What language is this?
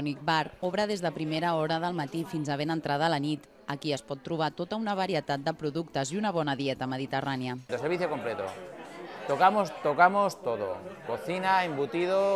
Catalan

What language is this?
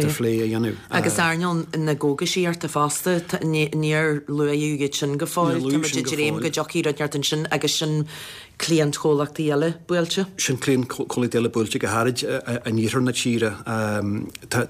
Irish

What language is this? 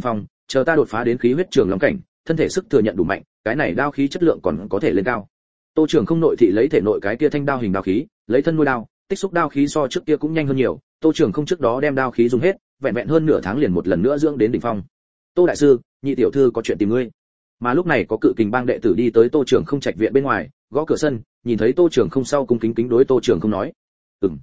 Vietnamese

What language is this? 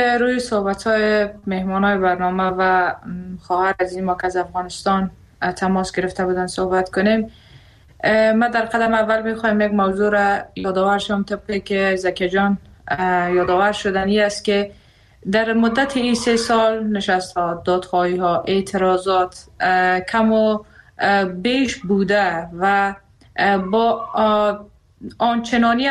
Persian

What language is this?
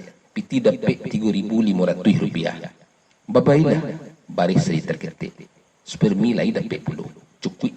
Minangkabau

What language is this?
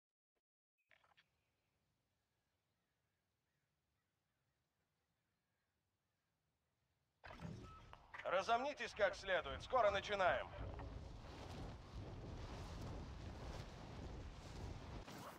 Russian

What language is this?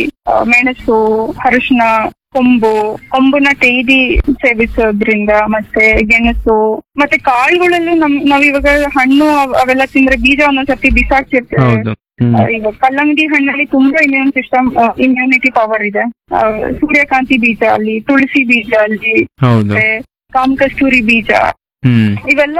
Kannada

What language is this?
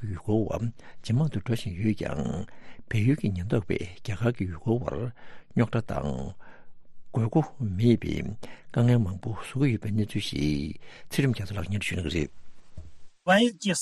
Tibetan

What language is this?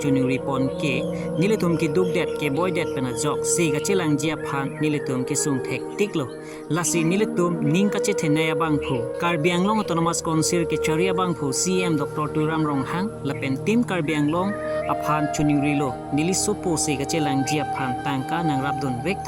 Karbi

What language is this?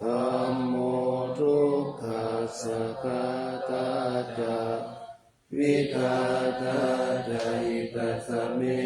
Pali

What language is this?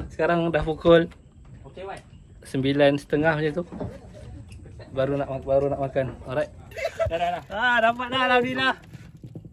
Malay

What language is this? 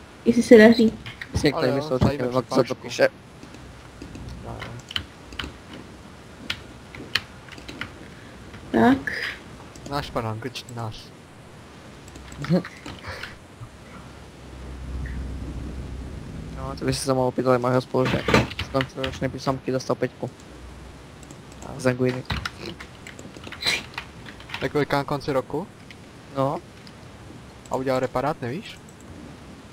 Czech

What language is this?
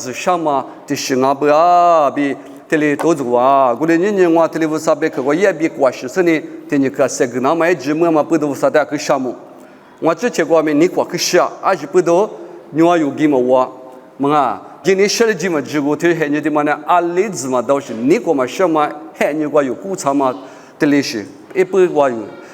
Lisu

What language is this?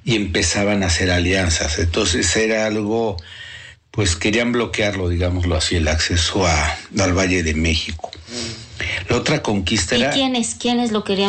Spanish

